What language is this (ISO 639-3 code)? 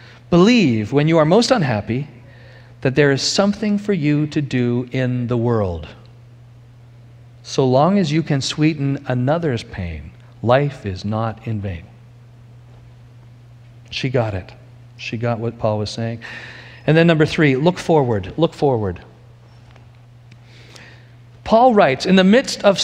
eng